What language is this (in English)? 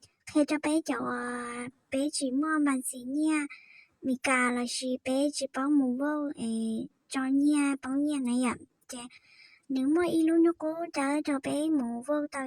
Hmong